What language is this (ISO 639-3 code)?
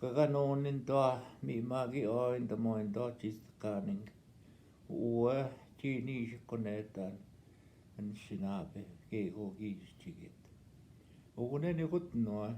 ojb